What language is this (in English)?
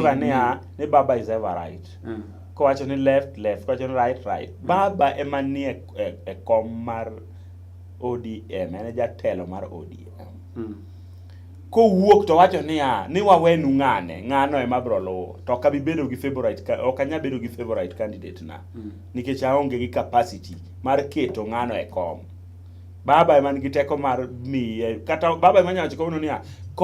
Luo (Kenya and Tanzania)